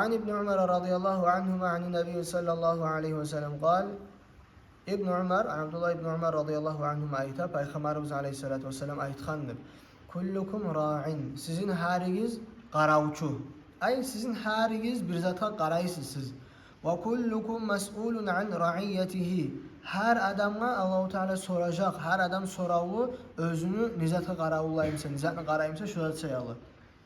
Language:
Kumyk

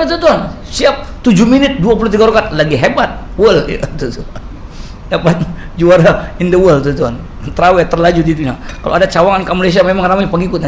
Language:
Malay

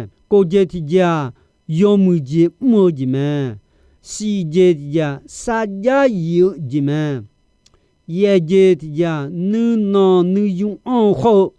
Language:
Akha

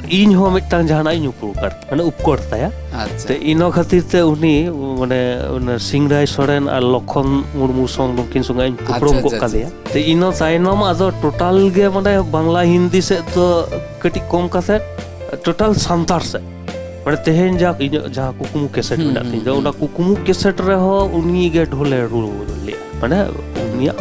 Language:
Santali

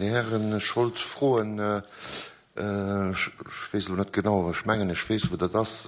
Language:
Luxembourgish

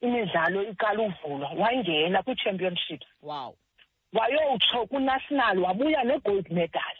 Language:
Xhosa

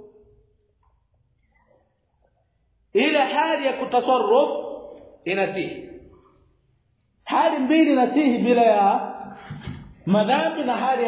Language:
Swahili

